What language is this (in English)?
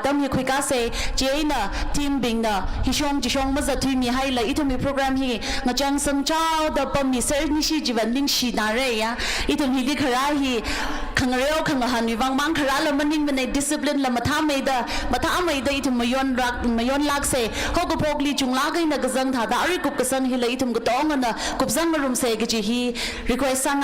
Tangkhul Naga (India)